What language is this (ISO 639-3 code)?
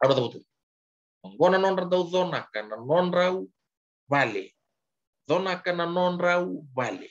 fij